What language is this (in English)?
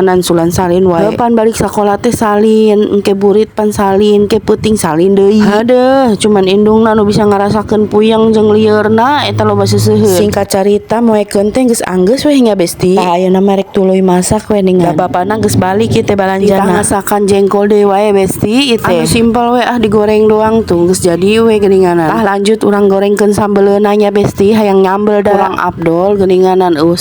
Sundanese